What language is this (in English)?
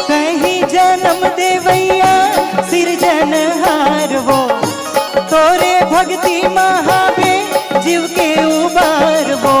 Chhattisgarhi